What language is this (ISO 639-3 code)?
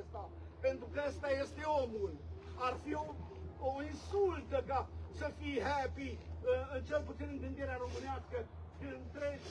ron